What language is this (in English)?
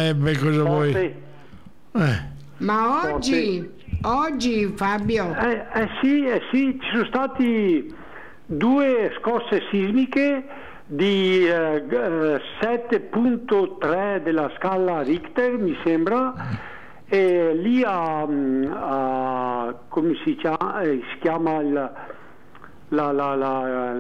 Italian